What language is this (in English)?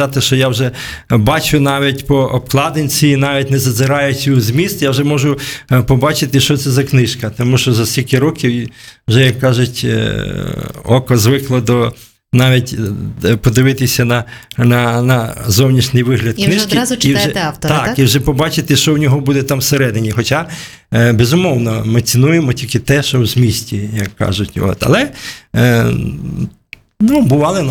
Ukrainian